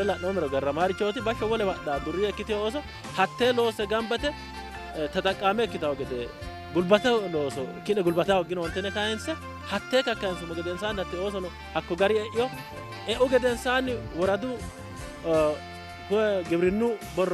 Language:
Sidamo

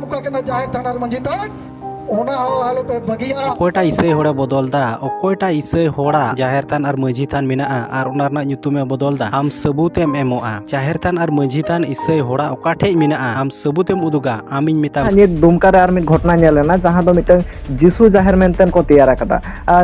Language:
Santali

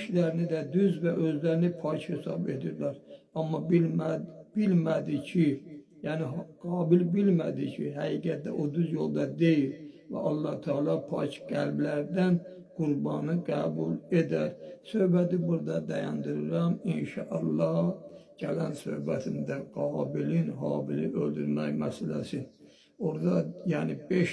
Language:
Azerbaijani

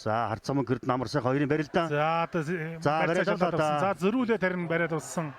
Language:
Mongolian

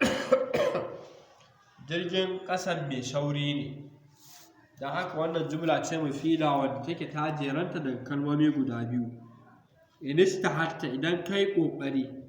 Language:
Hausa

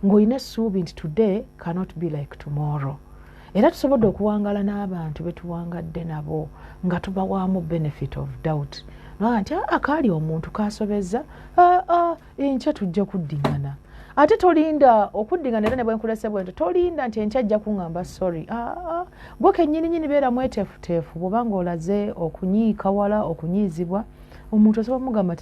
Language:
Ganda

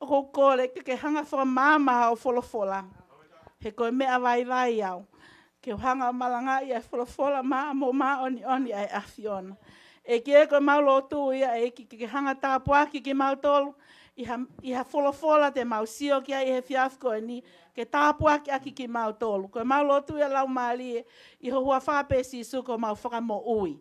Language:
Tongan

